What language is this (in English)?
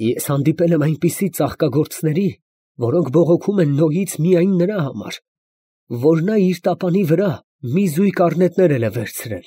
Armenian